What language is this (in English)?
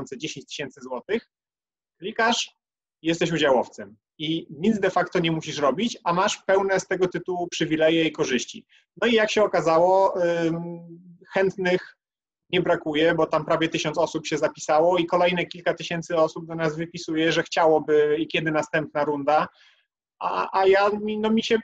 Polish